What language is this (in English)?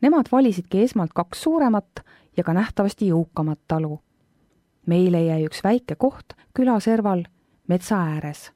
Estonian